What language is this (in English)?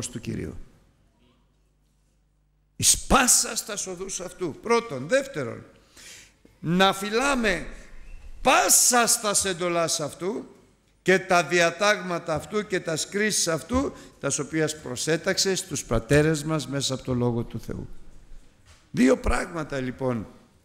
Greek